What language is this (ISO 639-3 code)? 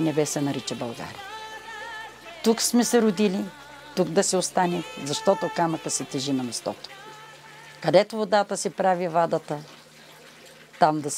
bul